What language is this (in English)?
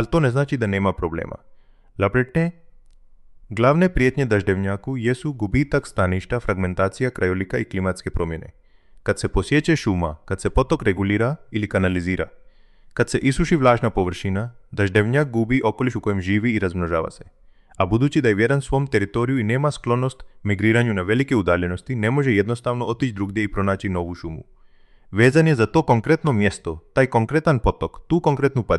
Croatian